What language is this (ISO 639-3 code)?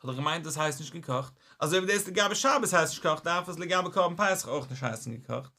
yid